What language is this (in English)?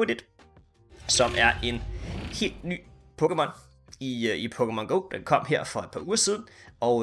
Danish